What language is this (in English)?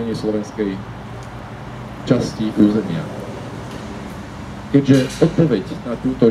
Slovak